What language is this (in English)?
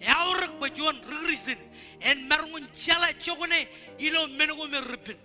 Marshallese